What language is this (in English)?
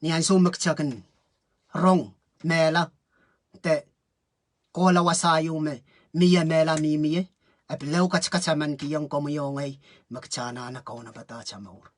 Pohnpeian